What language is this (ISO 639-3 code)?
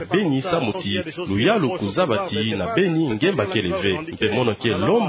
ktu